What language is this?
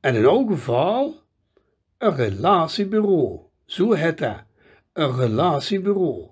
Limburgish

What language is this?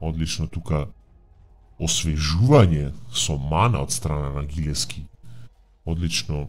Macedonian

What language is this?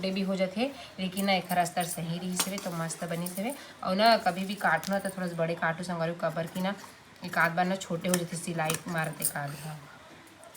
Chhattisgarhi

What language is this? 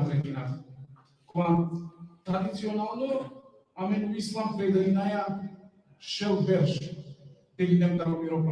Balkan Romani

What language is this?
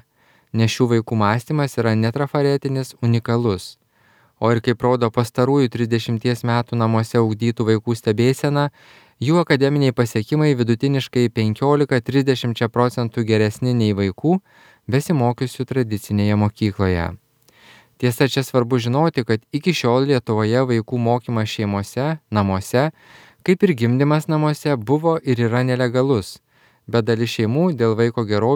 Lithuanian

